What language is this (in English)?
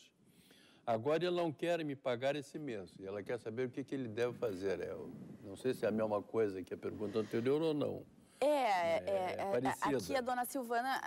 Portuguese